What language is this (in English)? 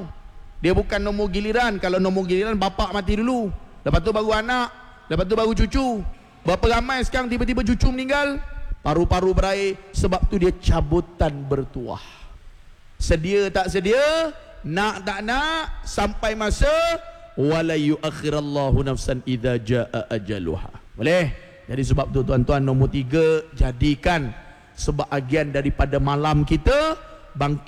Malay